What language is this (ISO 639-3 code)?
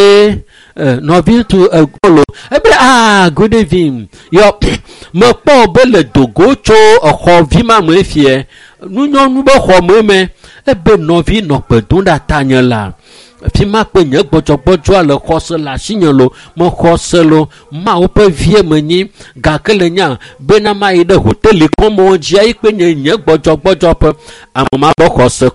ewe